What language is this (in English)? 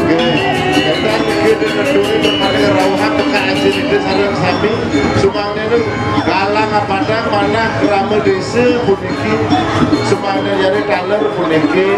Balinese